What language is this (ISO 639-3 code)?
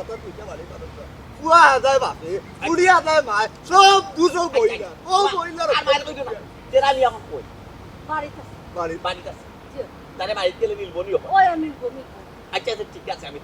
syl